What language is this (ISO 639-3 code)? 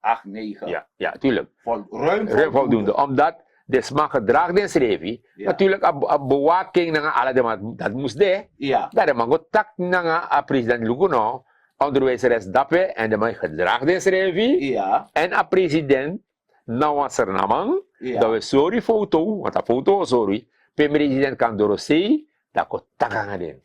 srn